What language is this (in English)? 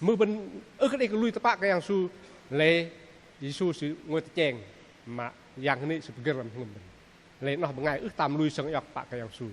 Bahnar